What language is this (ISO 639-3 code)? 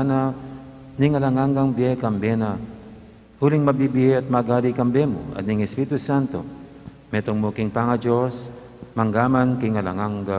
pam